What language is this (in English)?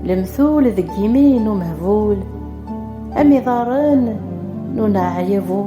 Kabyle